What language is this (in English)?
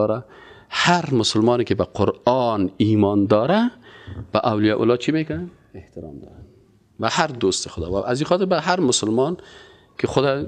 Persian